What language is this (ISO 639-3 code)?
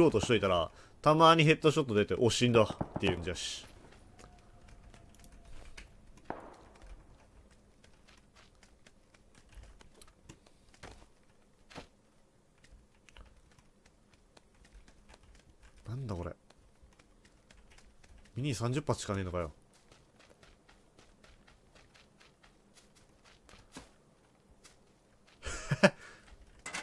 jpn